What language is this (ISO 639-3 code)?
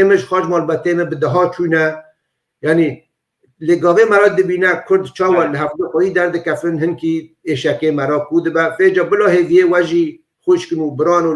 kur